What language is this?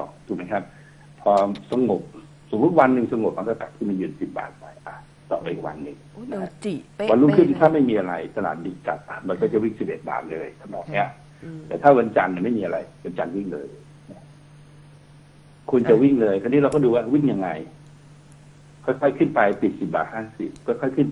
Thai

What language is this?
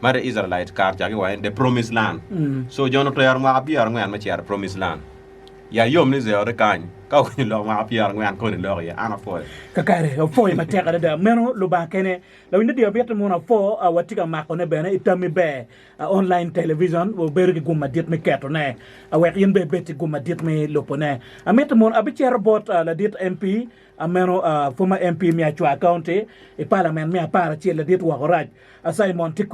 Acoli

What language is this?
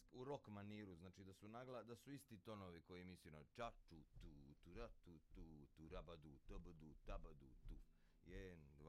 Bosnian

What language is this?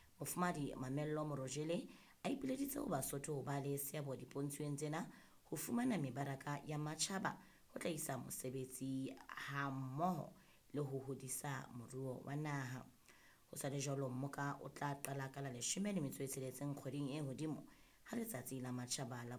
Southern Sotho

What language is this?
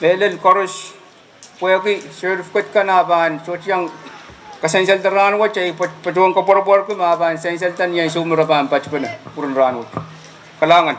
Pohnpeian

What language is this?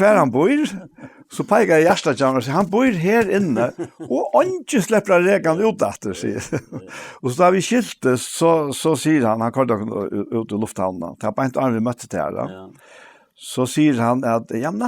Faroese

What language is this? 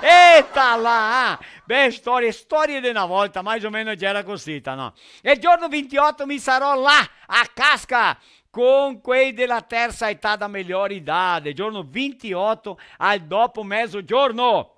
Venetian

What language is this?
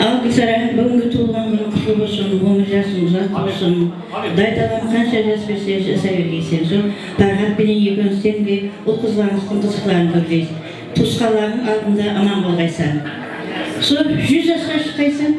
Kara-Kalpak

